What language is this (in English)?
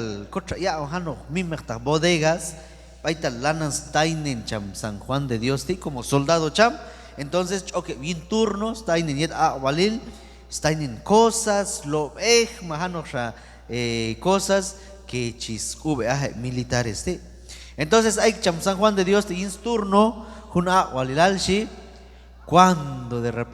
Q'anjob'al